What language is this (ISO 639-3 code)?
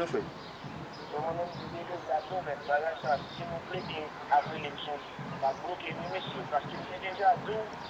hat